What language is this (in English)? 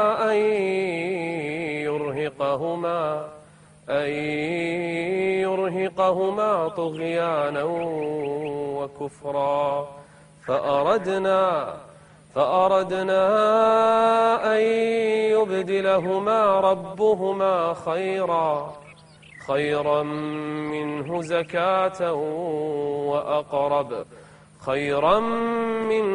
Arabic